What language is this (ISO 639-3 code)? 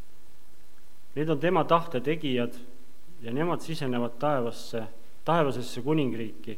est